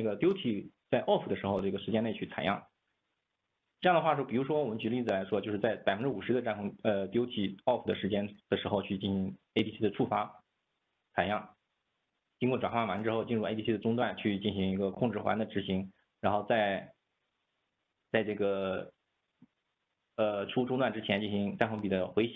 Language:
Chinese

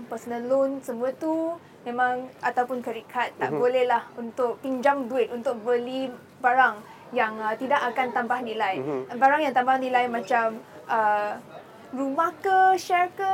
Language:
Malay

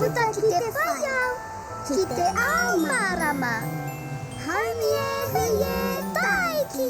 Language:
Māori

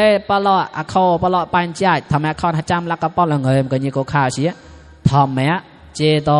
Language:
Mon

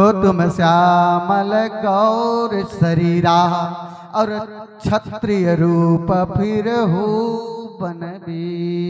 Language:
Chhattisgarhi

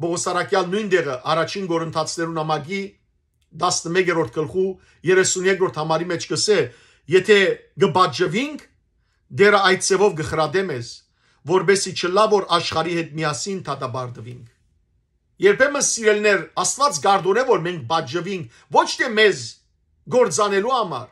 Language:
Western Armenian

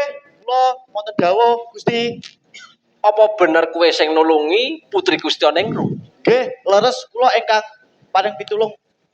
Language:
Javanese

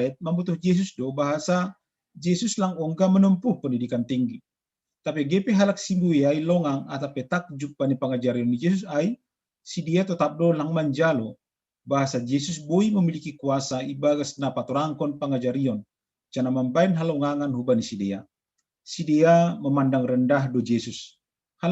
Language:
Batak Simalungun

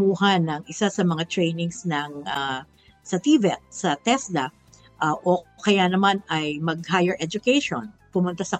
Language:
Filipino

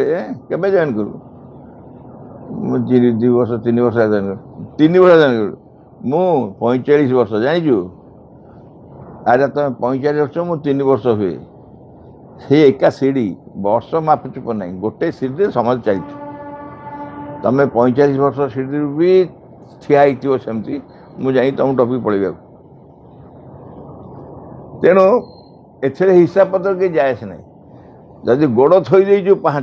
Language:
Odia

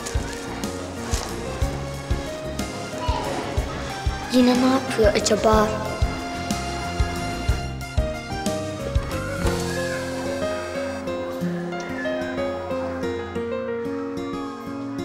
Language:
Turkish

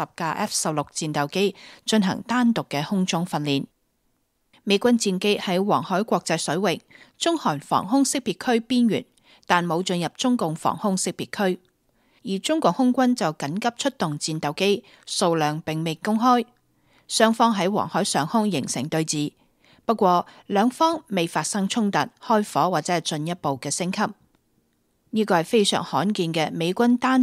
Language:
Cantonese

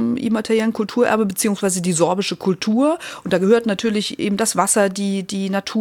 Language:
German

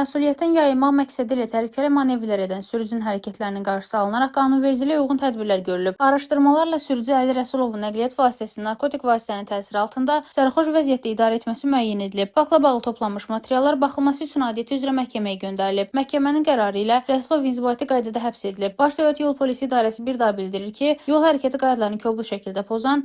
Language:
Azerbaijani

